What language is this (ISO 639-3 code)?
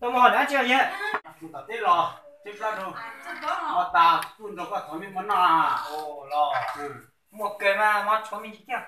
hmn